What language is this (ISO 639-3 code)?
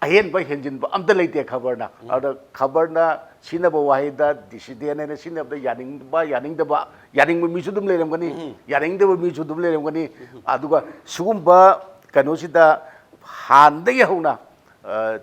mni